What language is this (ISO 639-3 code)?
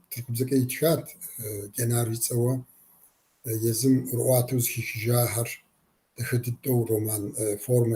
kbd